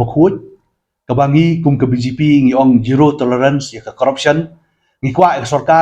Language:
Khasi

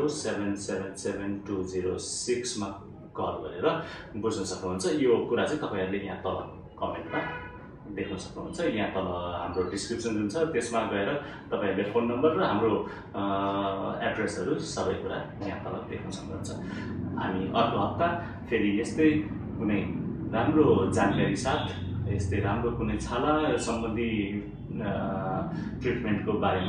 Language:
Nepali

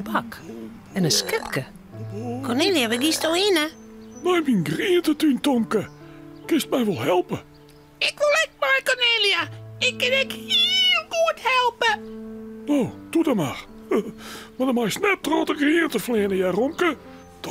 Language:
Western Frisian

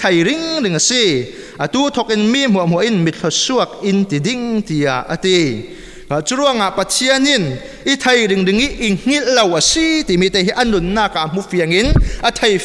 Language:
Falam Chin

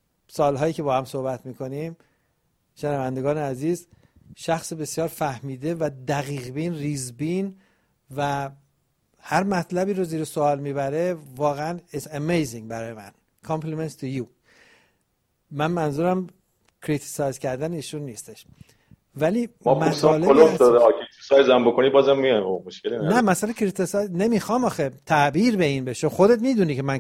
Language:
Persian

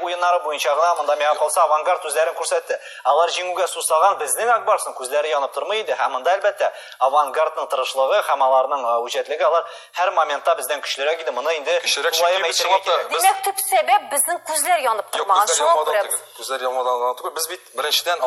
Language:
Tatar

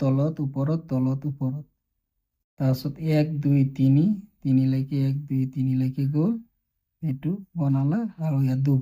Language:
Assamese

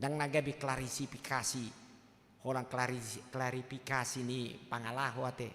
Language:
Batak Toba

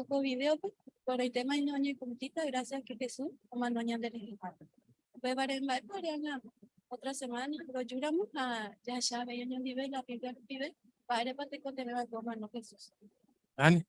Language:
Guarani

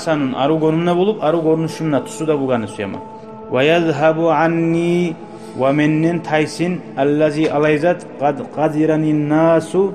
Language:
Kumyk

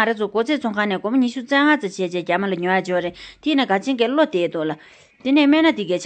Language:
Tibetan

